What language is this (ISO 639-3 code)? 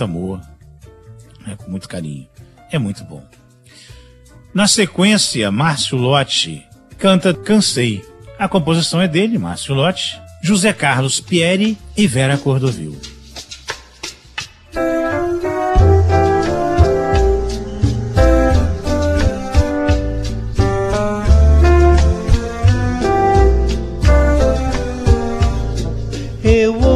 por